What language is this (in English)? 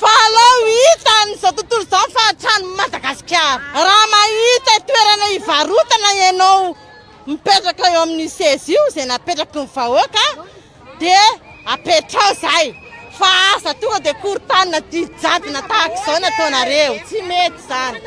Malagasy